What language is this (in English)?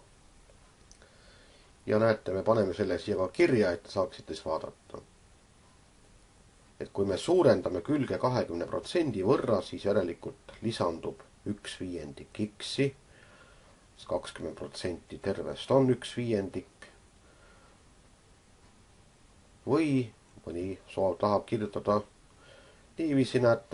Estonian